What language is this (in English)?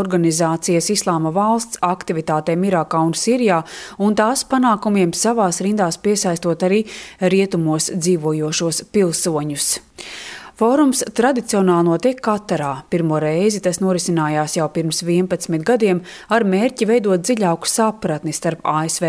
Latvian